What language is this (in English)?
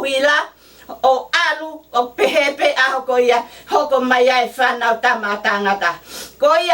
Tongan